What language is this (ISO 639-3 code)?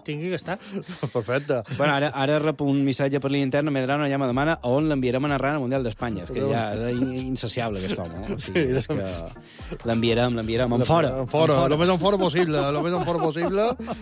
cat